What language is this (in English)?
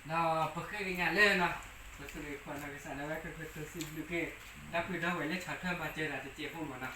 S'gaw Karen